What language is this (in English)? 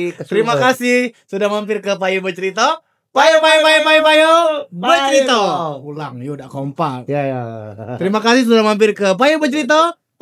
Musi